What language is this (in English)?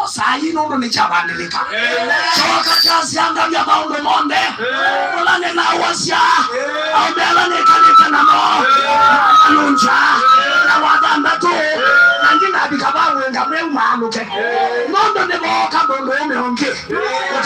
Kamba